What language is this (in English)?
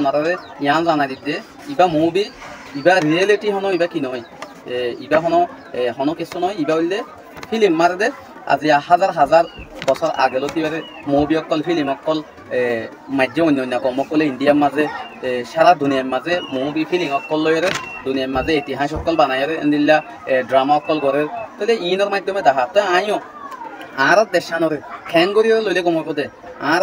Rohingya